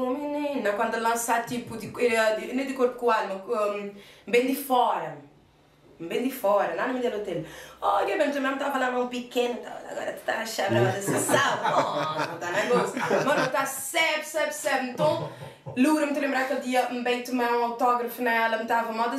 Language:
Kabuverdianu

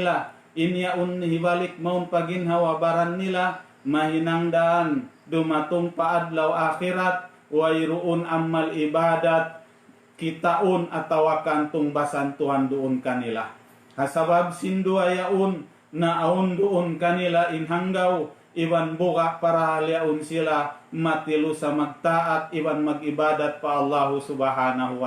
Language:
Tausug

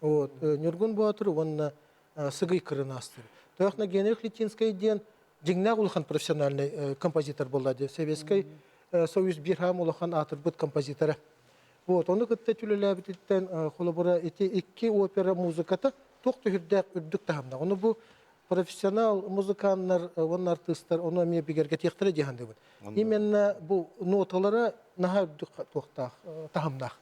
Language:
Yakut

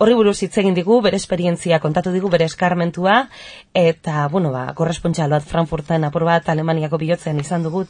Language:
Basque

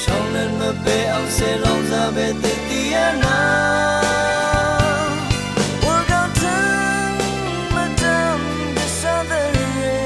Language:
Rawang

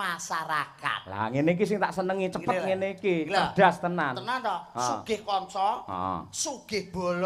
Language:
Javanese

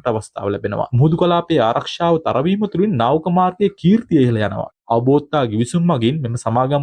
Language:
Sinhala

